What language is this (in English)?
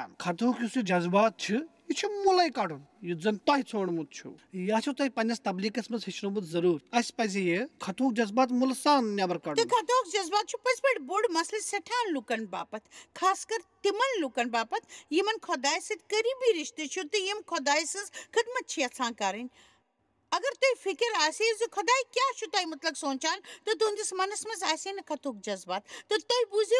Kashmiri